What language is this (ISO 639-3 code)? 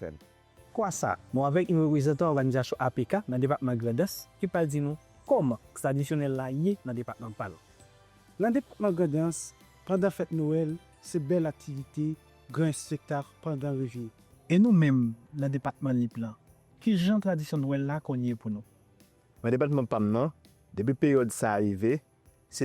hat